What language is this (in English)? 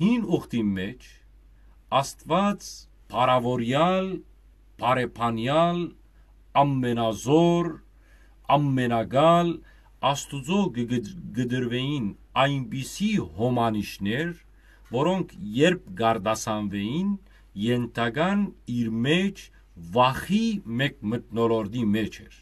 Western Armenian